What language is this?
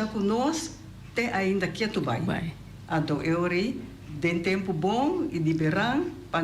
Papiamento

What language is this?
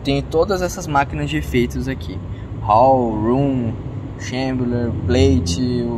Portuguese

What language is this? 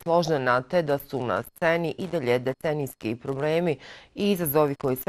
Bosnian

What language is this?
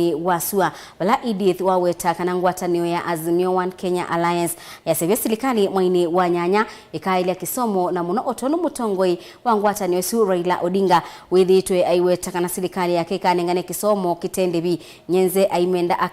Kamba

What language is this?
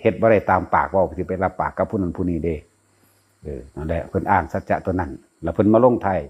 Northeastern Thai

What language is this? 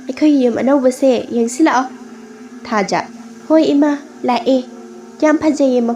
Manipuri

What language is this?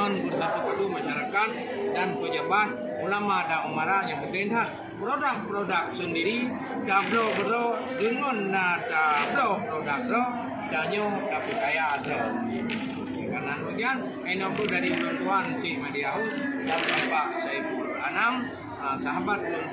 Achinese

